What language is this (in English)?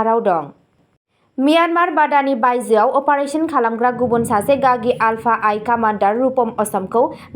Bodo